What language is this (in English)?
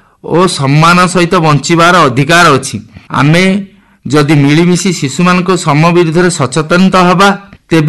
Odia